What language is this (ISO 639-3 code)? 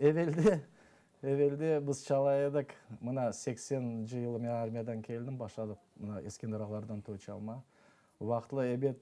crh